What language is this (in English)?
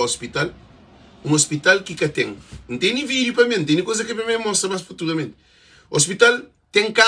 Kabuverdianu